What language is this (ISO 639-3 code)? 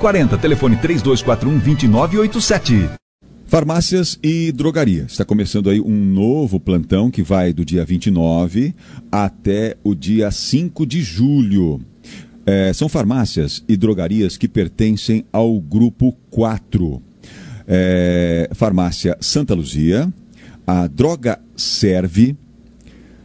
por